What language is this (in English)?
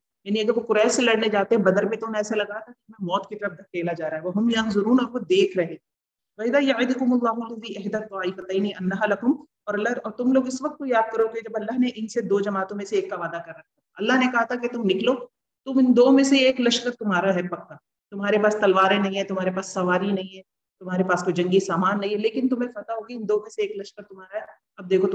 Urdu